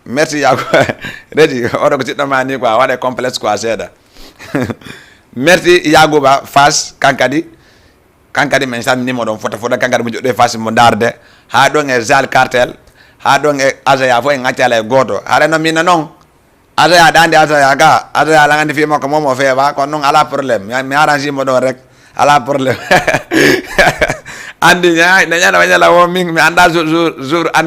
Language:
Fula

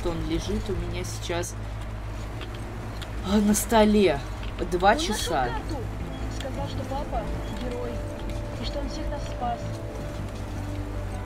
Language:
Russian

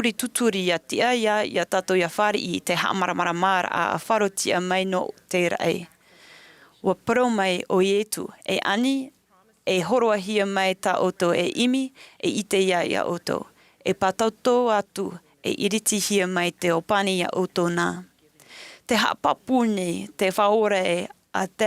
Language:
Tahitian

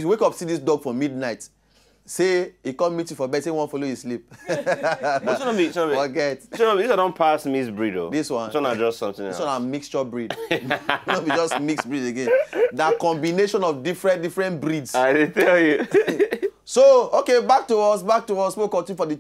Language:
Nigerian Pidgin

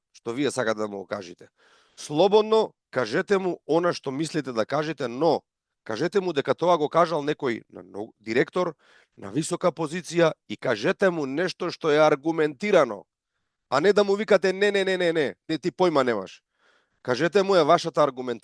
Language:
Macedonian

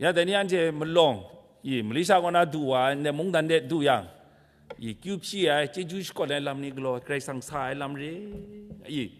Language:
Kachin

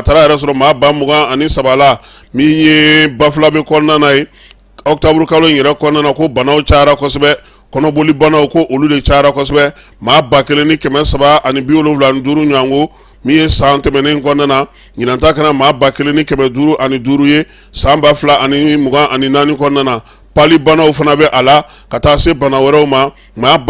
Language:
Bambara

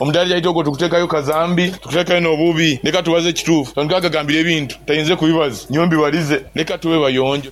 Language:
Nyankole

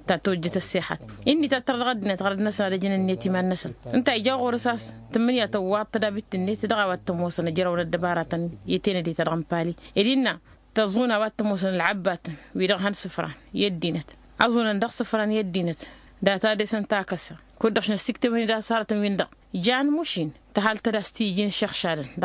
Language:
Tamasheq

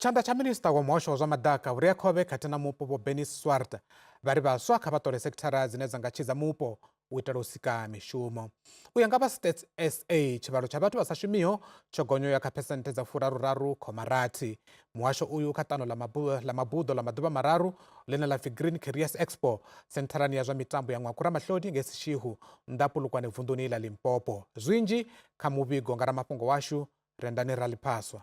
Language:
Venda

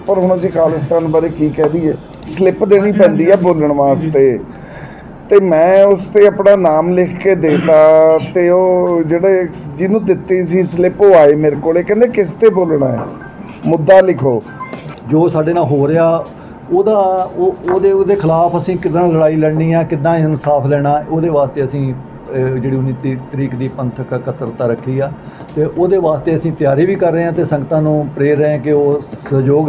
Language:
Punjabi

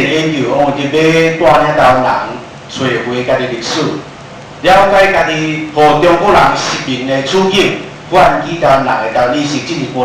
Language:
Min Nan Chinese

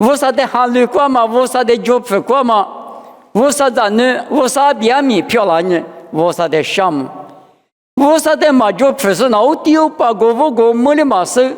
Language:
Lisu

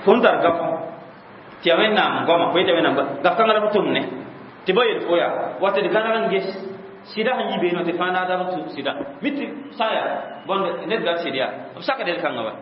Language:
Mossi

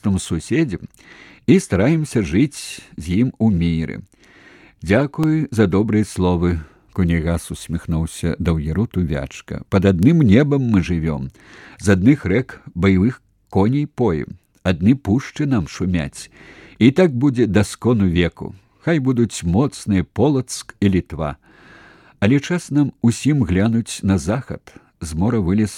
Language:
Belarusian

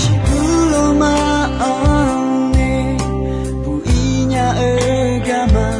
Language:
Akha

